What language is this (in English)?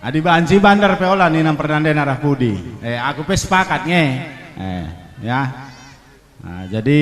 Batak Karo